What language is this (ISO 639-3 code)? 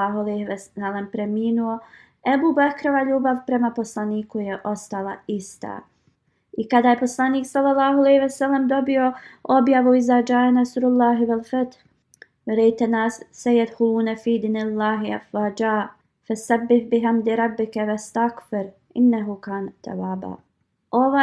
bos